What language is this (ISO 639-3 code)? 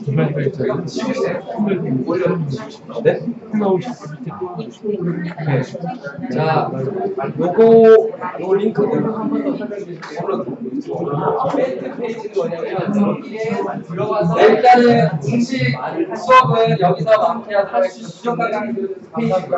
kor